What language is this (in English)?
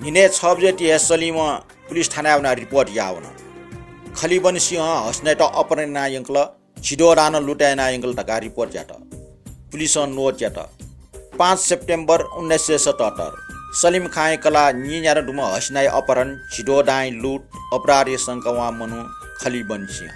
Newari